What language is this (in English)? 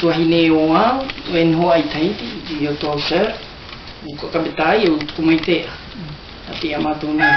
South Marquesan